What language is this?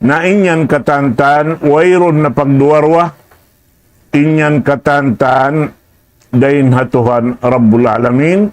Tausug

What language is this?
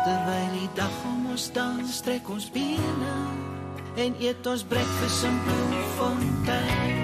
Afrikaans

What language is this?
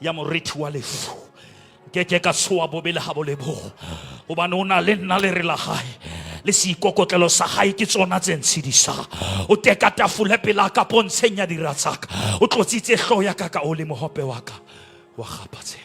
Southern Sotho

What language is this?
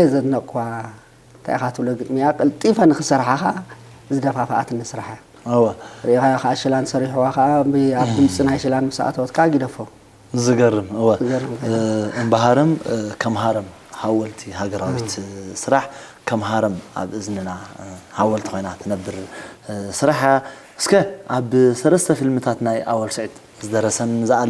Tigrinya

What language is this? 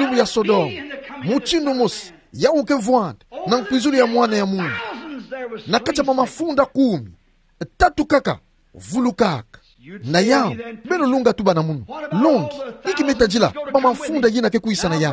Kituba (Democratic Republic of Congo)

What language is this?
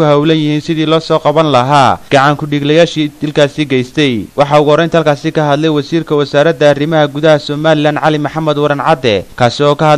Somali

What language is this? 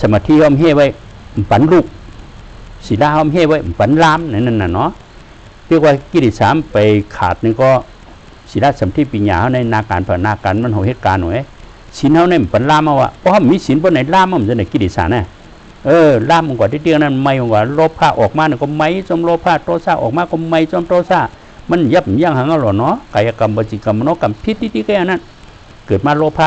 Shan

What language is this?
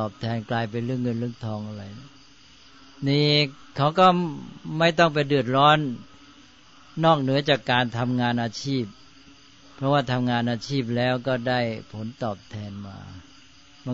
Thai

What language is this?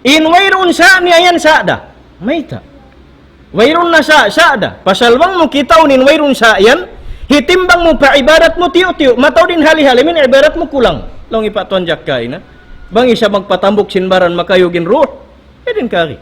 Tausug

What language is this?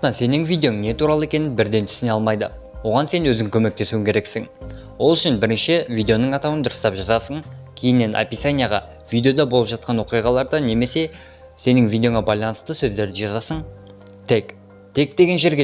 Kazakh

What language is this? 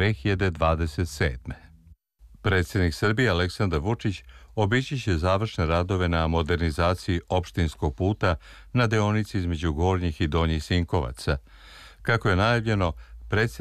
Serbian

